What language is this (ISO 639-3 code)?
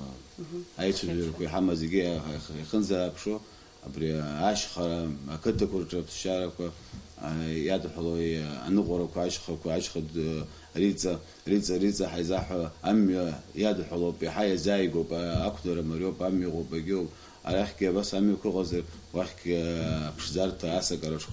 abk